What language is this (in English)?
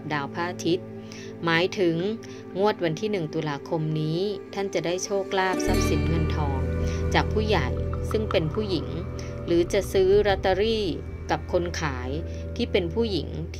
Thai